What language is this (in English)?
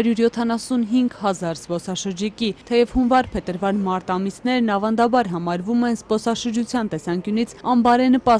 Armenian